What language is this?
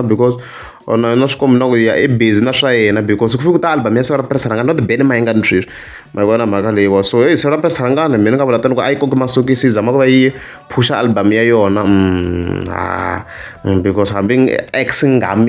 Tsonga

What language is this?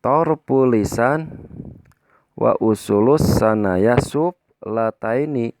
Sundanese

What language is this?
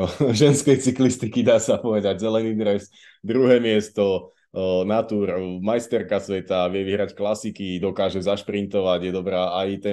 Slovak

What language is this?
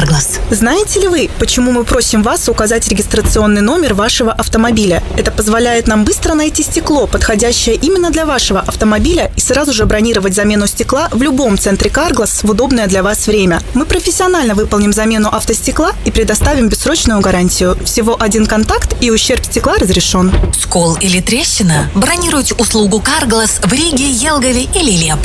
Russian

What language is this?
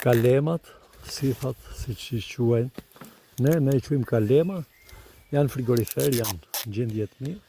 Albanian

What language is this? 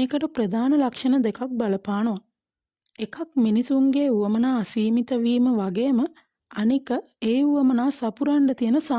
Sinhala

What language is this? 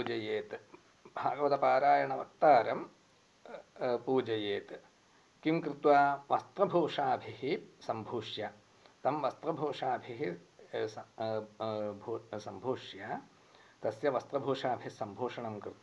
Sanskrit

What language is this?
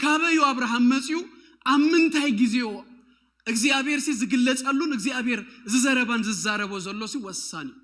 Tigrinya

